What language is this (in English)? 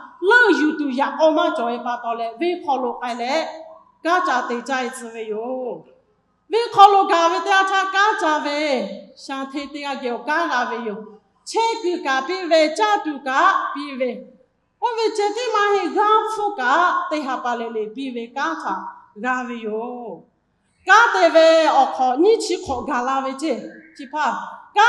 Lahu